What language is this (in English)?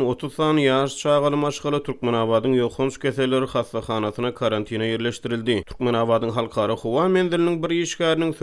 Turkmen